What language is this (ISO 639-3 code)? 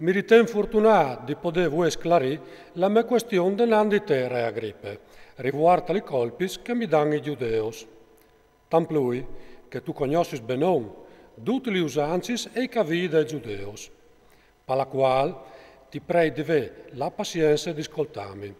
fur